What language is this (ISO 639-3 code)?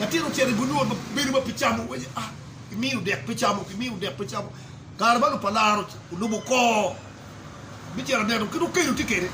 ach